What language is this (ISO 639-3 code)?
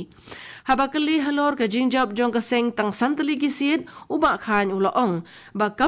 kha